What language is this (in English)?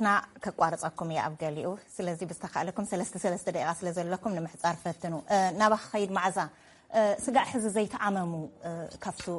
Tigrinya